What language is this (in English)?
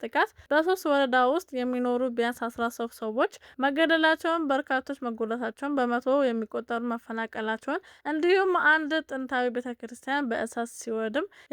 Amharic